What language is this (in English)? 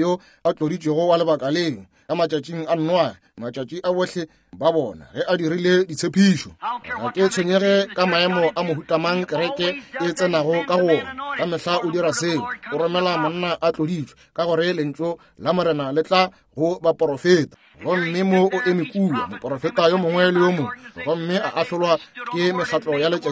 Northern Sotho